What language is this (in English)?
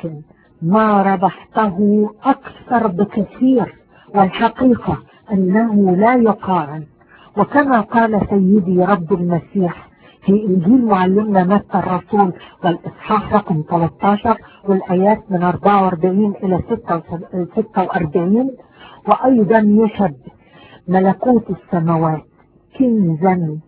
Arabic